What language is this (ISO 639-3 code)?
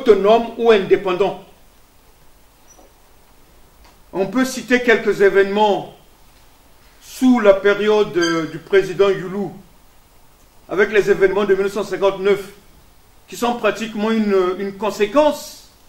fra